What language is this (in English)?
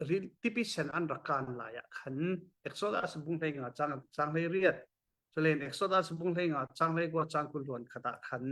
Falam Chin